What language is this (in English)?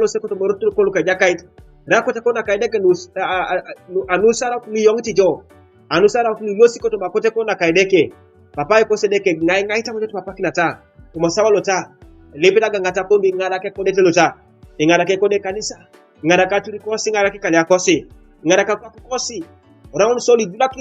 Teso